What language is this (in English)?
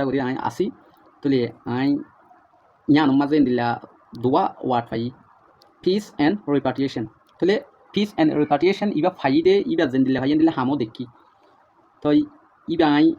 Rohingya